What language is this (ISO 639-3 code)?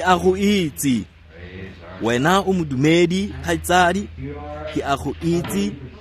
tsn